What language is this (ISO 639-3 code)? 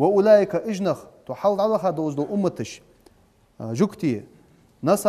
inh